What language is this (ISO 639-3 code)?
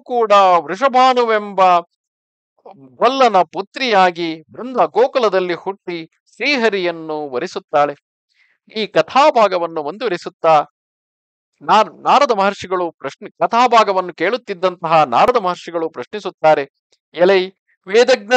kan